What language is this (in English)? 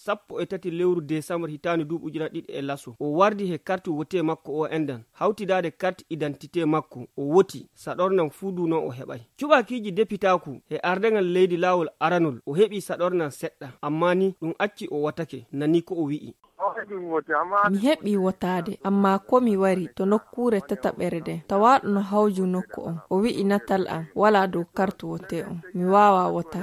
Nigerian Fulfulde